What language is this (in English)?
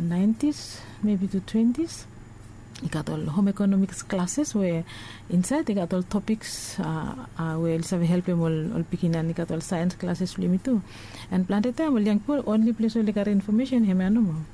Bislama